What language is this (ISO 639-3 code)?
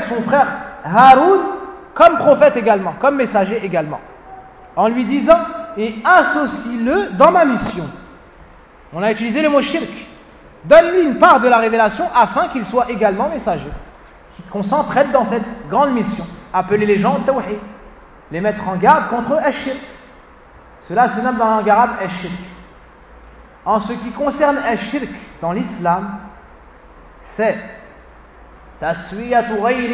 fra